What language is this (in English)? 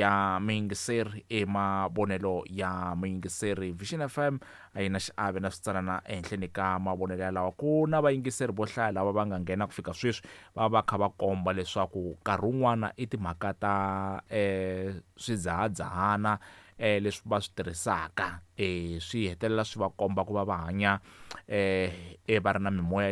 Tsonga